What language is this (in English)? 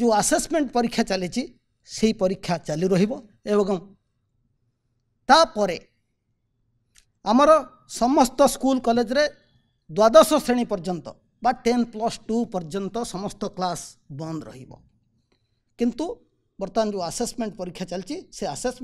Odia